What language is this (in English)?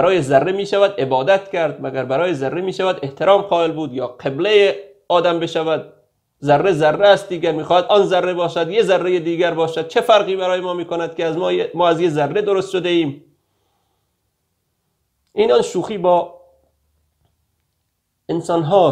Persian